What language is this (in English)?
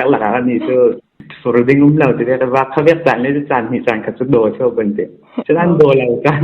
Falam Chin